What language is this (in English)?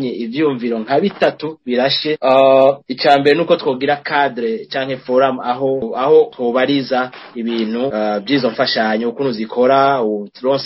Rundi